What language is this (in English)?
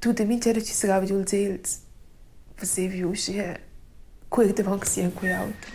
Romansh